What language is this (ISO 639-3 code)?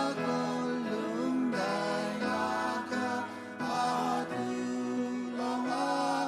cnh